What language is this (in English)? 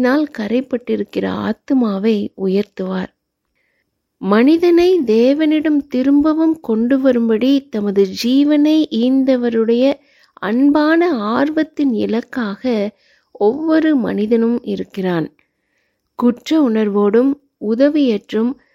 Tamil